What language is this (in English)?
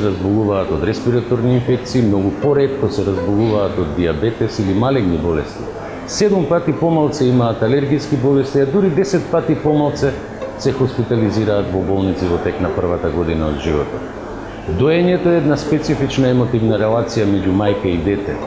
Macedonian